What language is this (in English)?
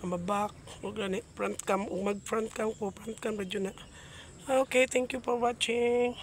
Cebuano